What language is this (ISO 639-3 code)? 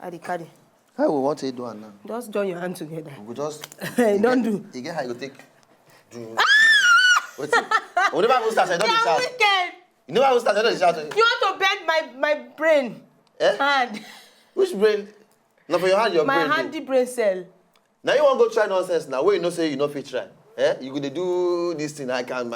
pcm